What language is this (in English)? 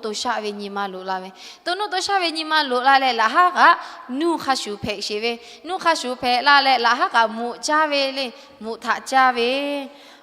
Lahu